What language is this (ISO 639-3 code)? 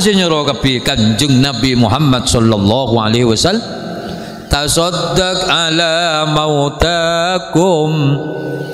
mad